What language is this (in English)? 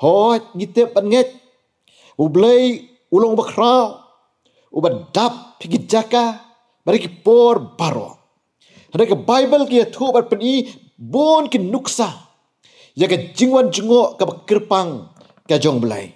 Khasi